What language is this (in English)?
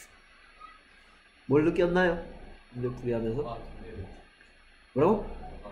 Korean